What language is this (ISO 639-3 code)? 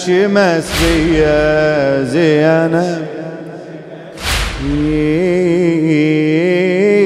acm